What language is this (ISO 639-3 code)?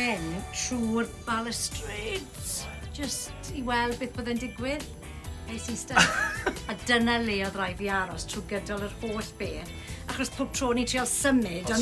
cym